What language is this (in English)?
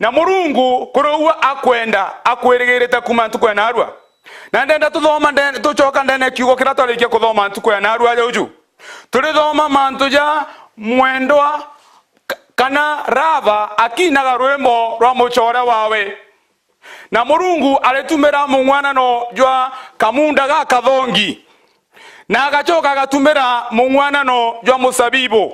Meru